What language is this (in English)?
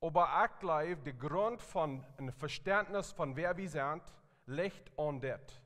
Plautdietsch